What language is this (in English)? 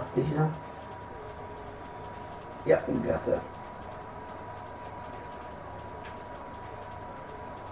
Norwegian